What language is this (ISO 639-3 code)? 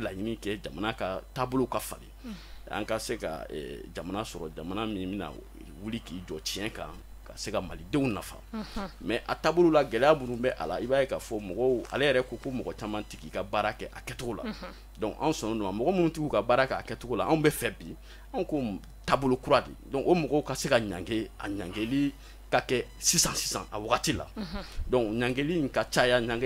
bam